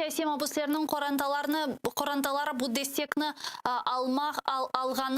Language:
Crimean Tatar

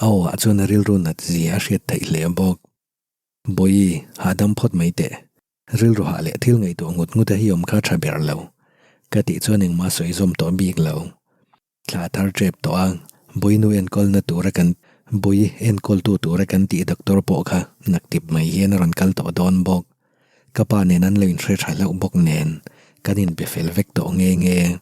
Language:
Mizo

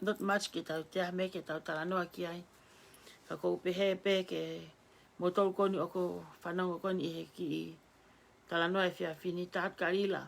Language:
Tongan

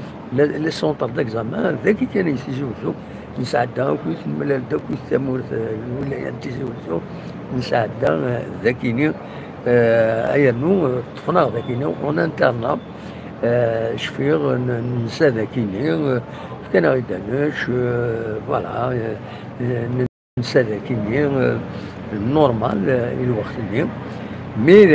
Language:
Kabyle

